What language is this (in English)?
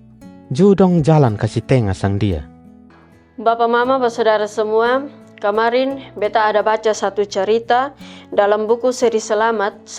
Kupang Malay